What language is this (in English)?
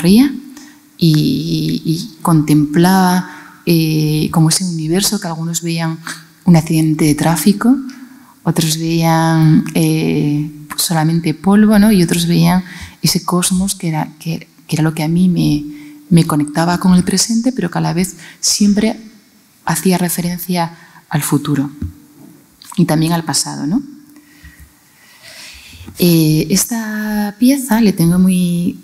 Spanish